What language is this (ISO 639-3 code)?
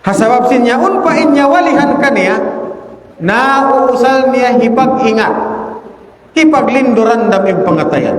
tsg